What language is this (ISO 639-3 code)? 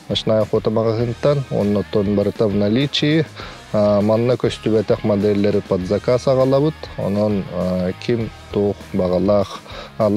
sah